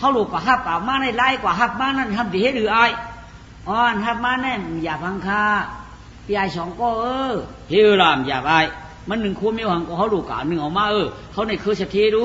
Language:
Shan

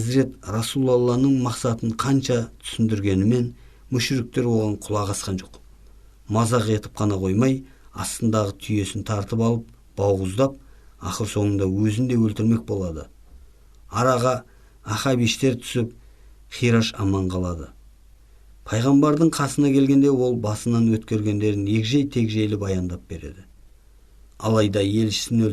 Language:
Kazakh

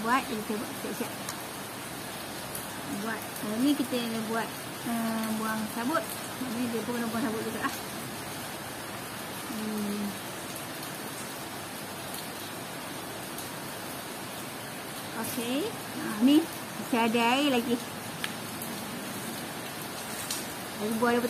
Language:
Malay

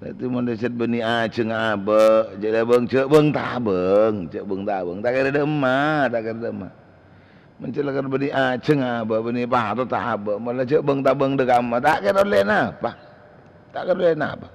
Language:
Madurese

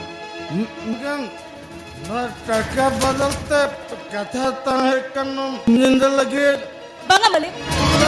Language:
Santali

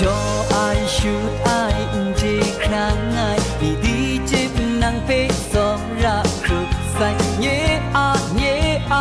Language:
Kachin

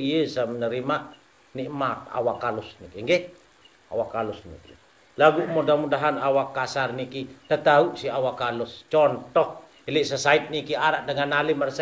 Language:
Sasak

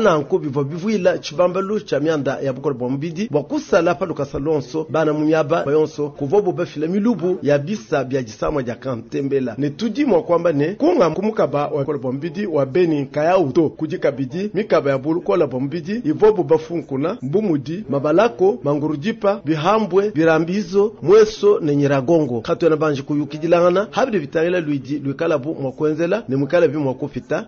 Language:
Luba-Lulua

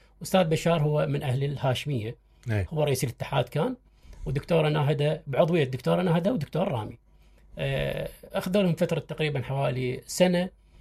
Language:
Mesopotamian Arabic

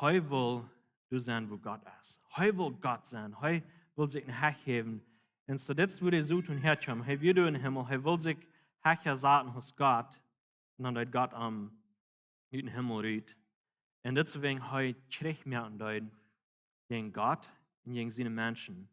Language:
Plautdietsch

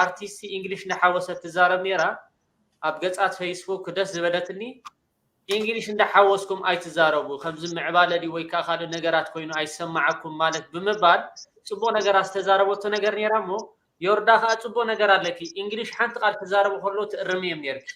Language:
Tigrinya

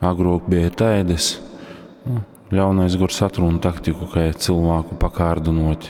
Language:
Latgalian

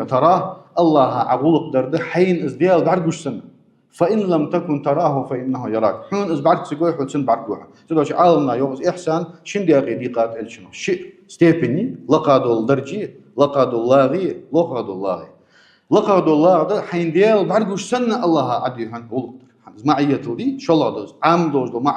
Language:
Ingush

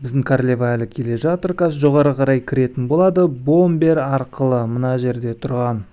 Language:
Kazakh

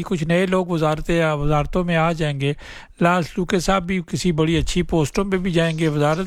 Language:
Urdu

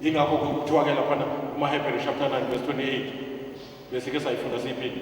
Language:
Zulu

